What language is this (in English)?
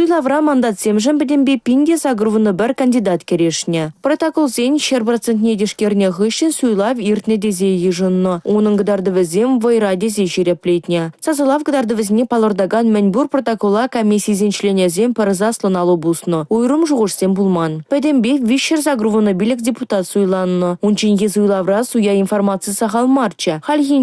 Chuvash